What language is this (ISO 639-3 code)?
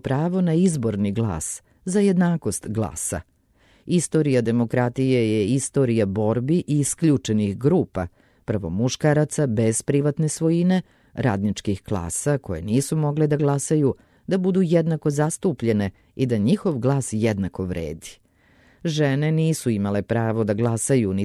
srp